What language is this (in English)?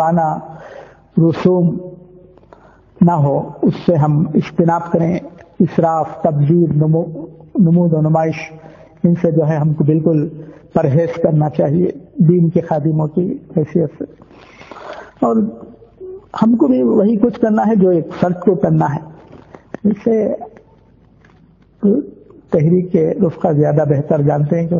Urdu